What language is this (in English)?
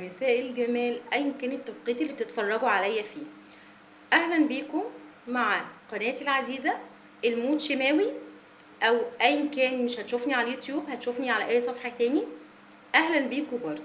Egyptian Arabic